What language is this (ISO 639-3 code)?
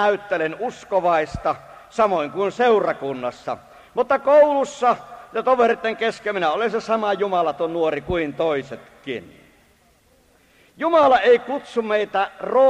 fin